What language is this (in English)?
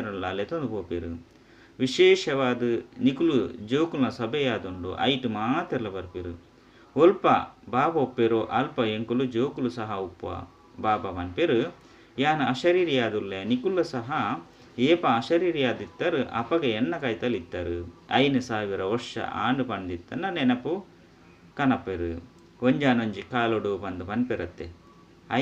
Tulu